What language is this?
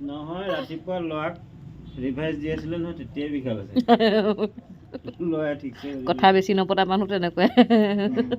Assamese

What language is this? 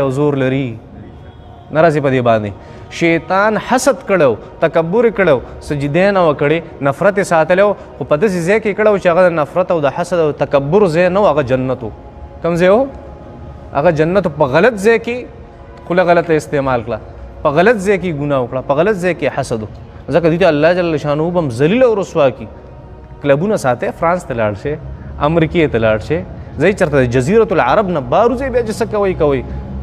Pashto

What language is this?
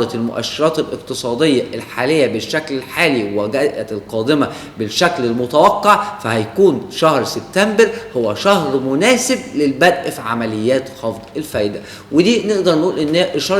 Egyptian Arabic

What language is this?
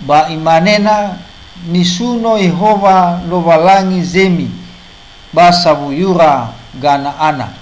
Nias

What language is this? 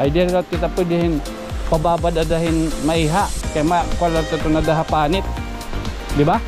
Waray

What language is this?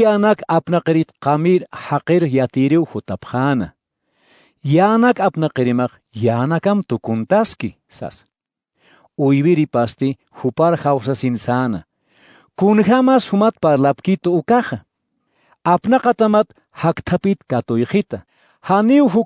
Aymara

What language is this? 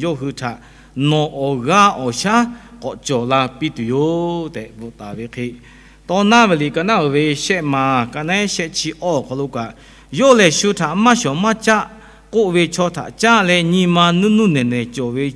Lahu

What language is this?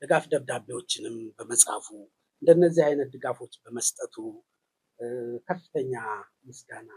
Amharic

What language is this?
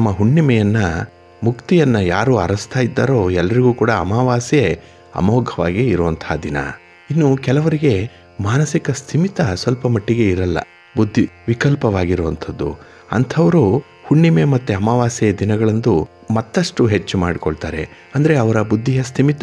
Kannada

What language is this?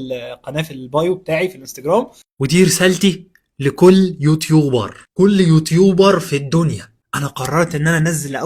Egyptian Arabic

